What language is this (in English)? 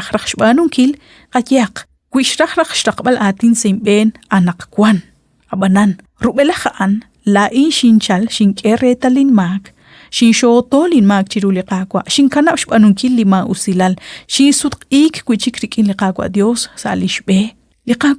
Kekchí